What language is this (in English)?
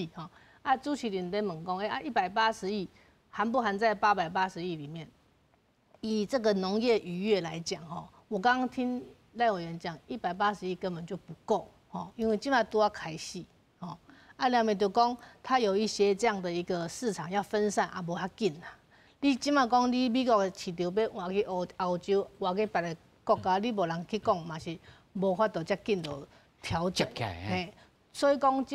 Min Nan Chinese